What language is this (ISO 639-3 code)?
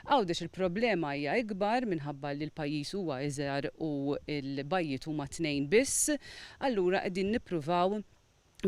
mlt